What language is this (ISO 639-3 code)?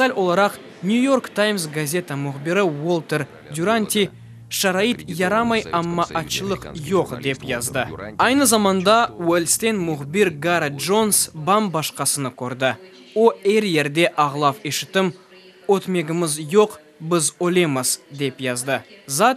crh